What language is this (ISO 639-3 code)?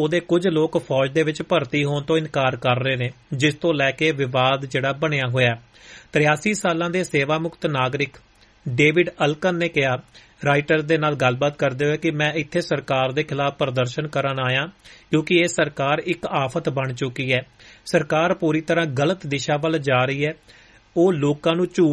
pan